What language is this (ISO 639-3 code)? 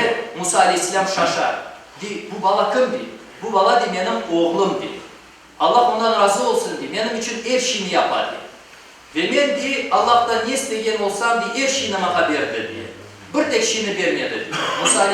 crh